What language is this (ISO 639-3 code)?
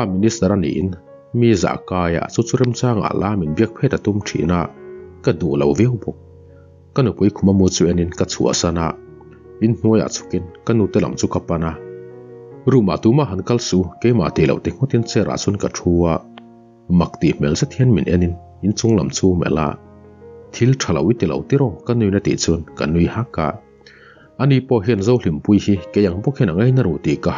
lus